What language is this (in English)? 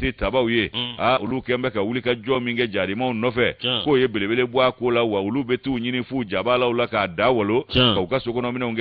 Bambara